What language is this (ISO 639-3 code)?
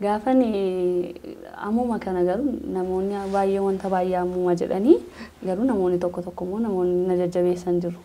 orm